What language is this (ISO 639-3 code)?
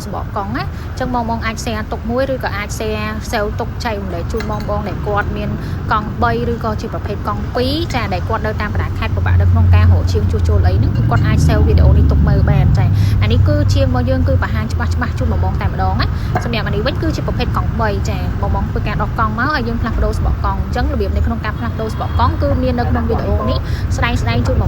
khm